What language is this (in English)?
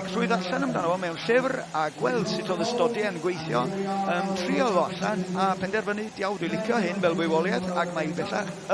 Welsh